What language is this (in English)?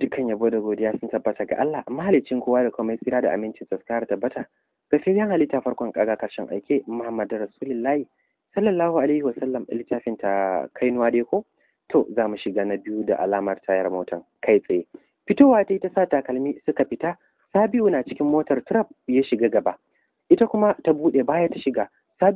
Hausa